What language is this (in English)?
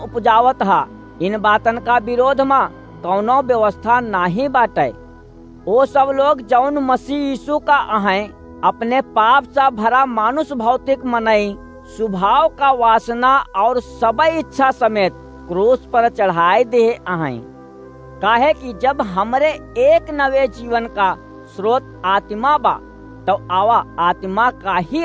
Awadhi